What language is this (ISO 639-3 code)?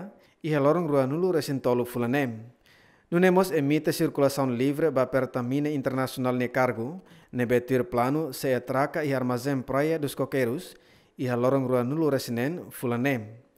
tet